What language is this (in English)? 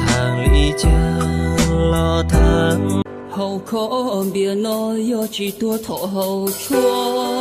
Hmong